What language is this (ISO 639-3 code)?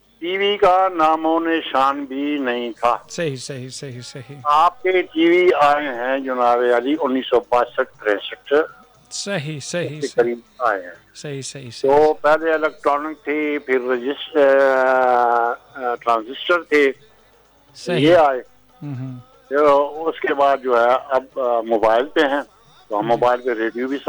urd